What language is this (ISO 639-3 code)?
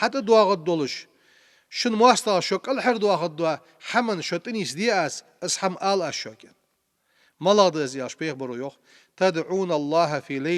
inh